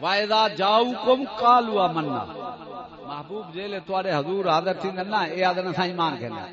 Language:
Saraiki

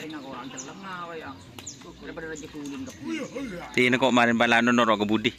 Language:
Madurese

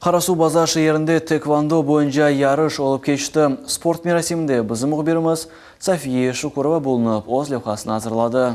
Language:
Crimean Tatar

